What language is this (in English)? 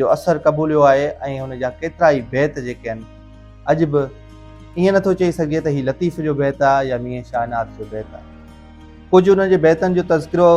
Sindhi